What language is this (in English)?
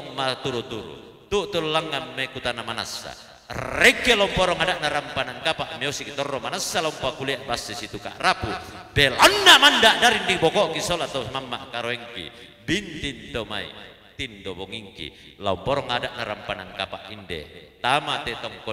Toraja-Sa'dan